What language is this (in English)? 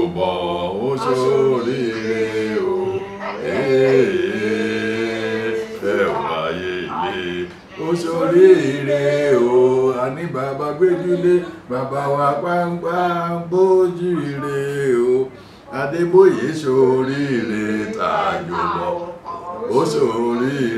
Yoruba